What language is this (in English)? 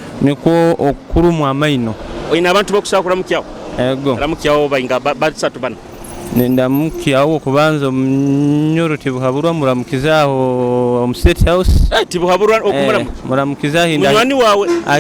Nyoro